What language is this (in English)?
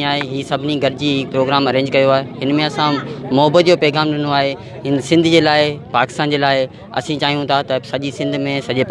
Sindhi